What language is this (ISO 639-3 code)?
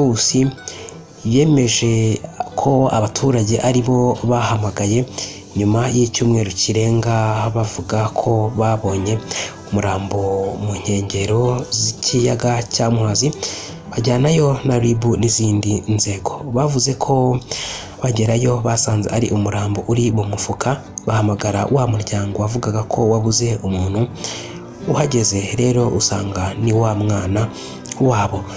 kin